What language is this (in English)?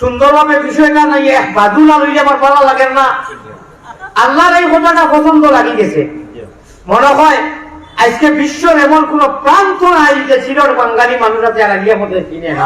Sylheti